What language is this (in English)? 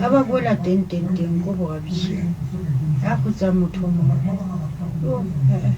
Southern Sotho